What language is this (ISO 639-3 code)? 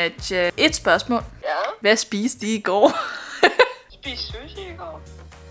dan